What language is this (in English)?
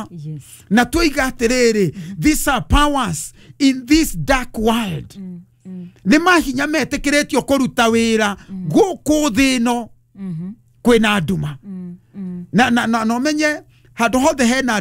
Kikuyu